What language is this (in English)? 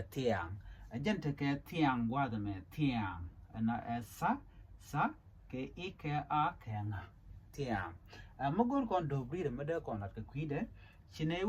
Nuer